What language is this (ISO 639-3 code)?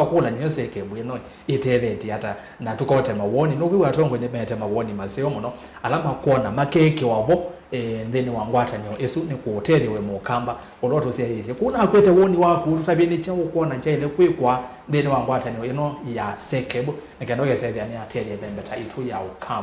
kam